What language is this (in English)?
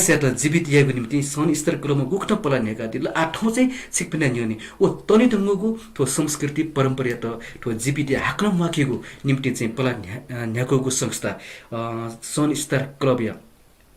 Newari